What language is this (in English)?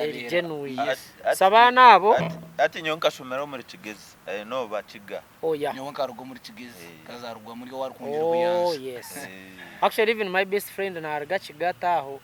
Nyankole